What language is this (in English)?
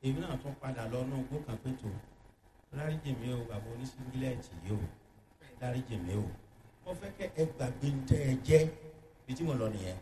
Yoruba